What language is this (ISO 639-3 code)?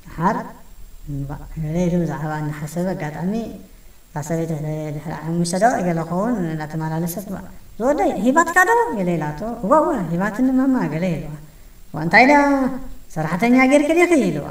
tir